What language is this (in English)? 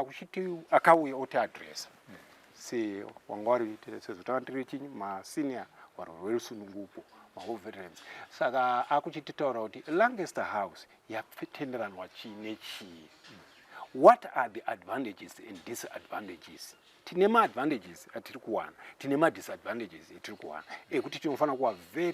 Shona